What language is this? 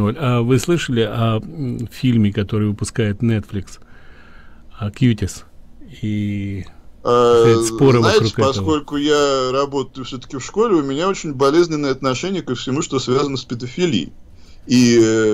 Russian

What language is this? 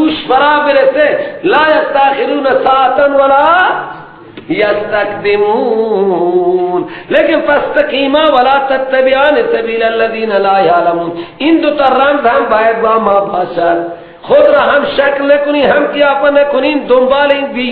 Persian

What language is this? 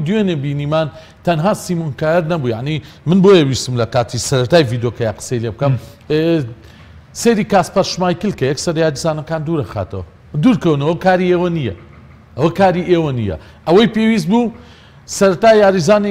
Central Kurdish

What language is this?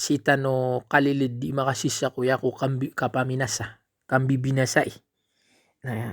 Maranao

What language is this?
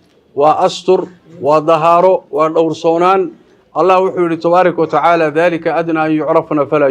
Somali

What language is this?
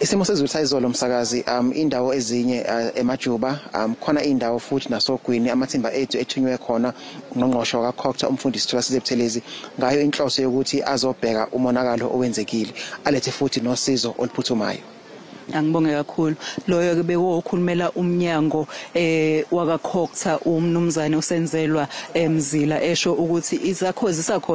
Zulu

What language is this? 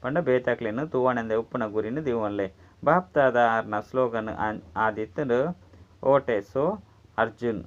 Tulu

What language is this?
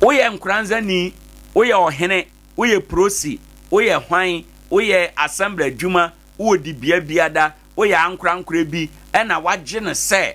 Akan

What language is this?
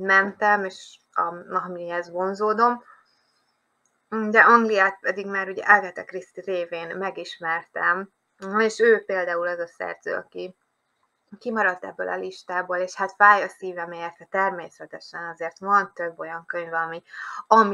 Hungarian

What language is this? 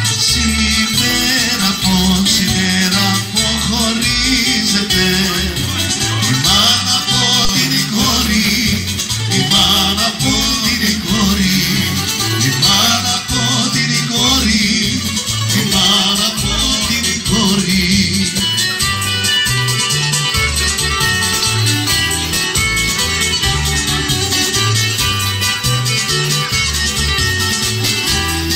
Greek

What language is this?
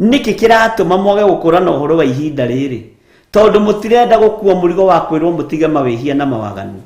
Kikuyu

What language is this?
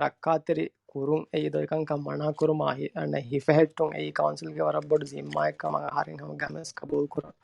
Divehi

